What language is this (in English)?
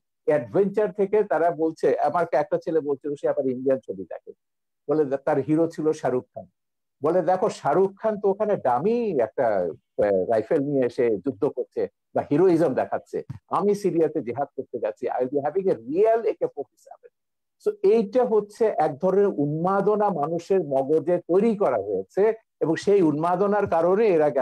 Bangla